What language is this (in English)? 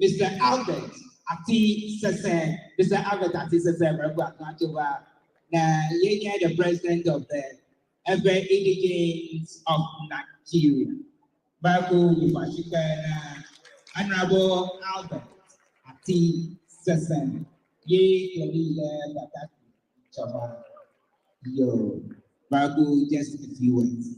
Ewe